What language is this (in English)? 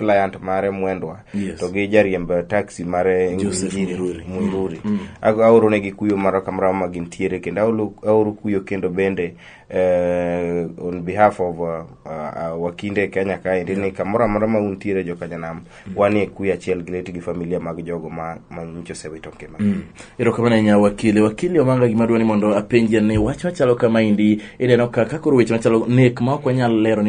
Luo (Kenya and Tanzania)